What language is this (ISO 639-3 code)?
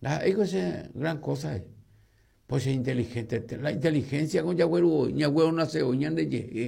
grn